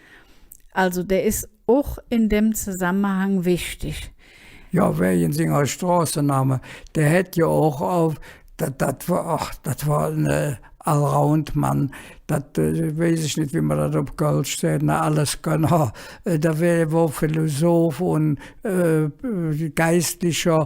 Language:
Colognian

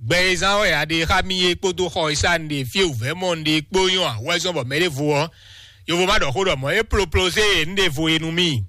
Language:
Fon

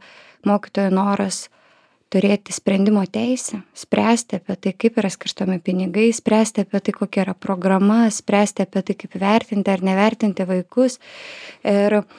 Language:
Lithuanian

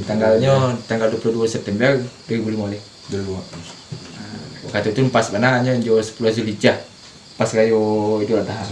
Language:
Minangkabau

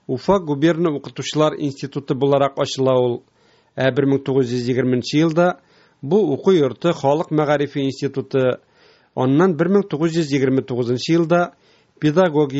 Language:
Tatar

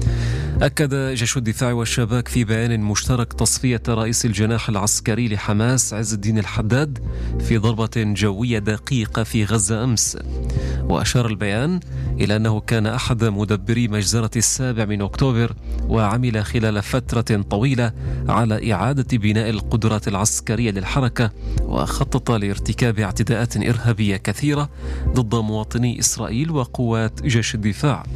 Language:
Arabic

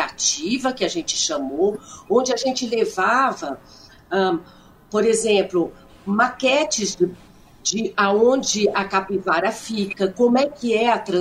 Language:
Portuguese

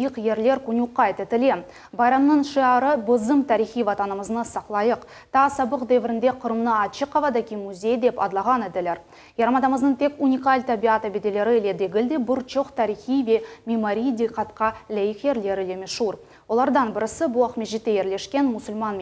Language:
Crimean Tatar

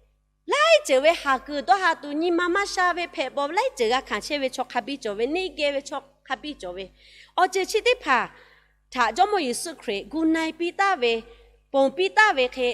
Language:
Lahu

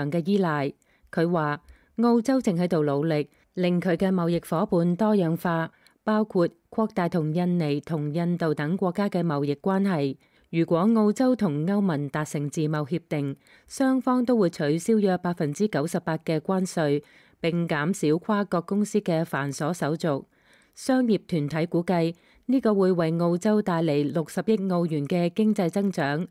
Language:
Cantonese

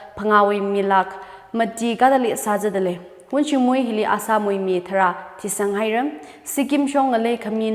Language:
Tangkhul Naga (India)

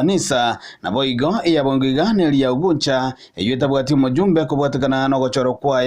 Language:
Gusii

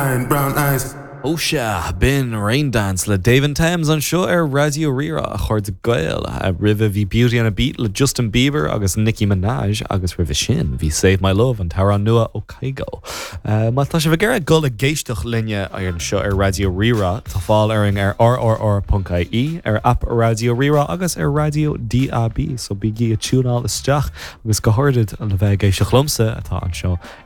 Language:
Irish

